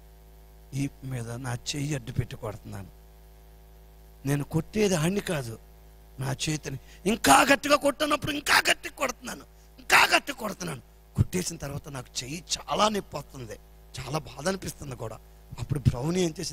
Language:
Telugu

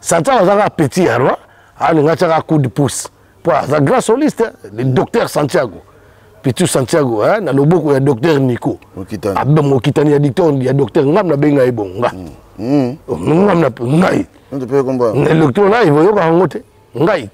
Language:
Lingala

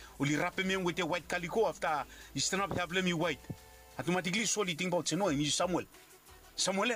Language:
Bislama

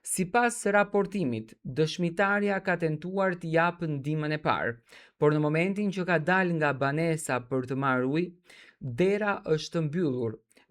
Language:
Albanian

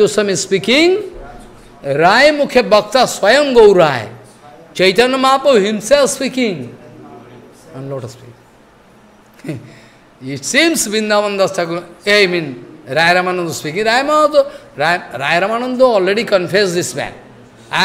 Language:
English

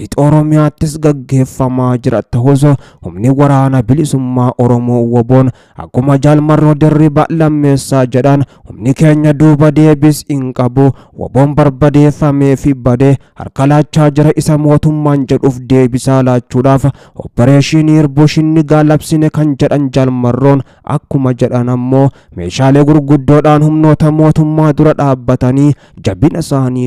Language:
Oromo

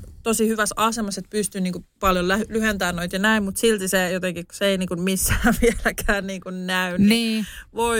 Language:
Finnish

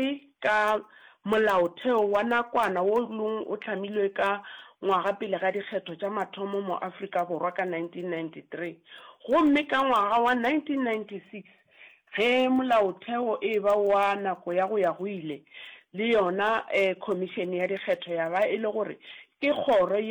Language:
Northern Sotho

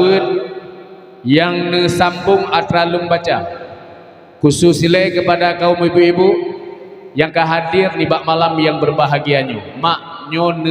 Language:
Achinese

